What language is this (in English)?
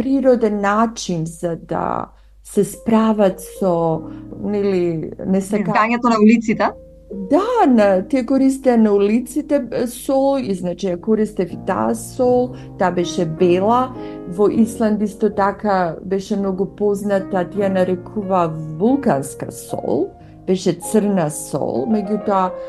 Macedonian